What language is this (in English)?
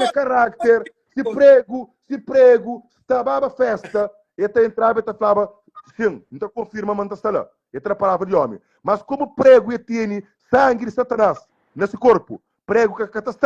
Kabuverdianu